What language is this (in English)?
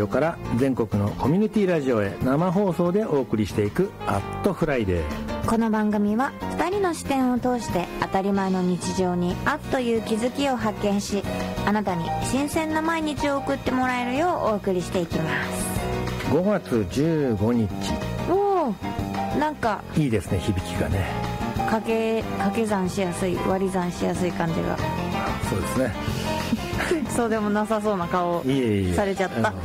Japanese